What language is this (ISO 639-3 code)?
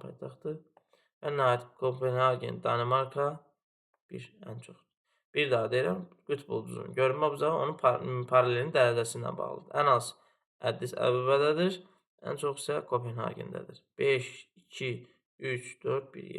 aze